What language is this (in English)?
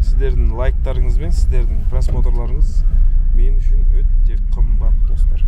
Kazakh